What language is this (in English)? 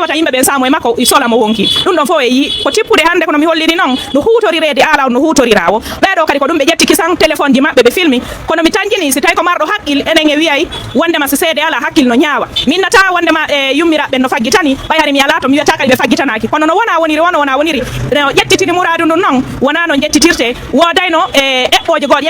Fula